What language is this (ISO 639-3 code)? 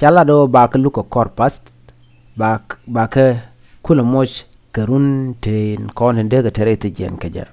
nus